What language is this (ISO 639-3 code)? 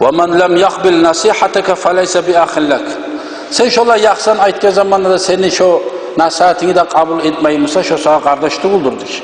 kum